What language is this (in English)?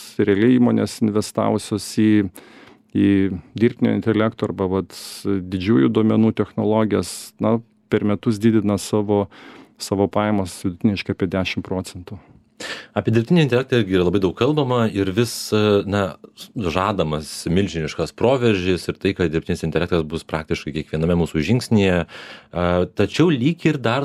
Lithuanian